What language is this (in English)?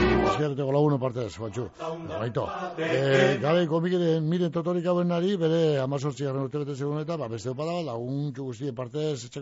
Basque